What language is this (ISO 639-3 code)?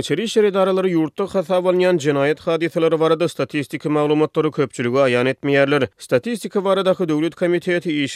tuk